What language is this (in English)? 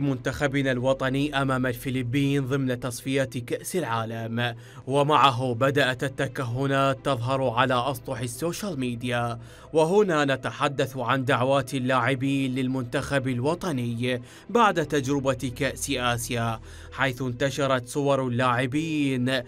Mesopotamian Arabic